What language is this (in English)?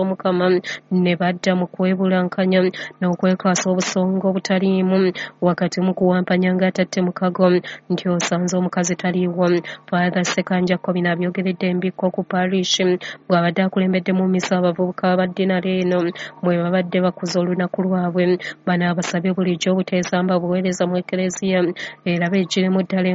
Ganda